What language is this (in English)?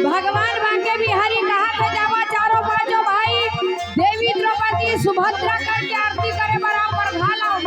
Chhattisgarhi